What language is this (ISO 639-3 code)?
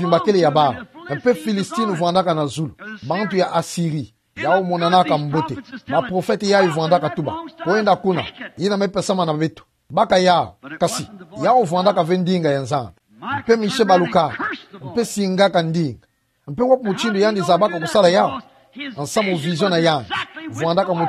ktu